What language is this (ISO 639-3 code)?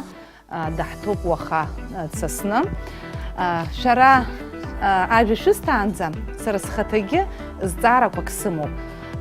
abk